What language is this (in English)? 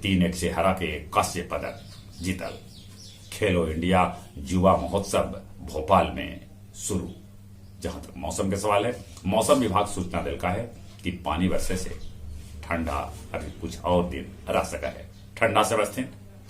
Magahi